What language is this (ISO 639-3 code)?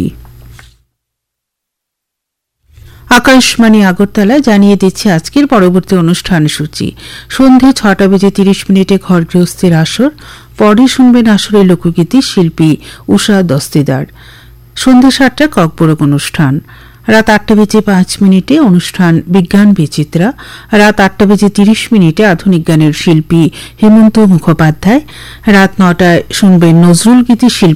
ben